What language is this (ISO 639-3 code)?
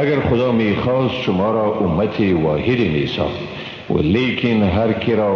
fas